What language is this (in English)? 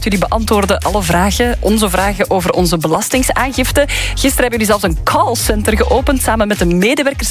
Dutch